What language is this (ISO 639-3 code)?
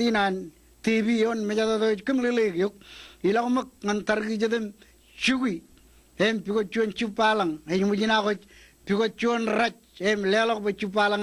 mah